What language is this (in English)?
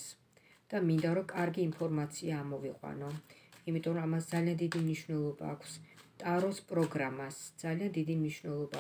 Georgian